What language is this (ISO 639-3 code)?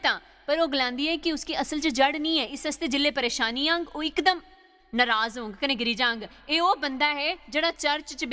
doi